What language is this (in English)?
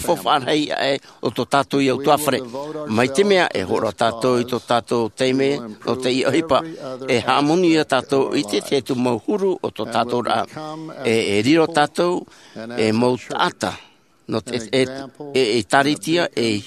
Tahitian